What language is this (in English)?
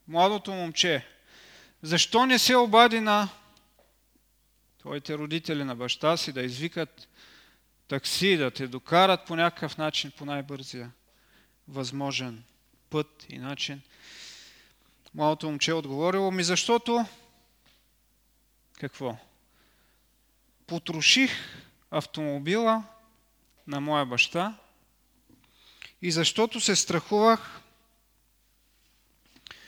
Bulgarian